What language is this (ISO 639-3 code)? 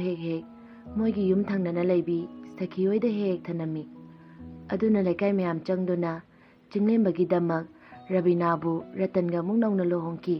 mni